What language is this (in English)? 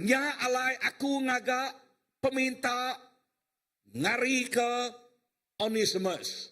Iban